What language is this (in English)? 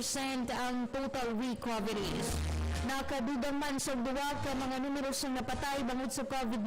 Hiligaynon